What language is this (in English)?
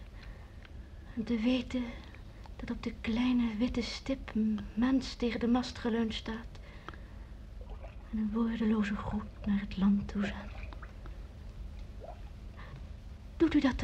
Dutch